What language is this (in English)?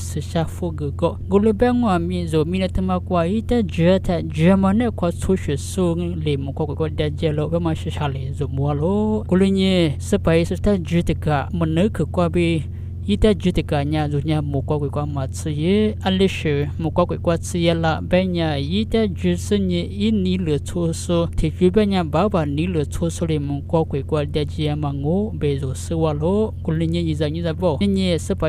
Lisu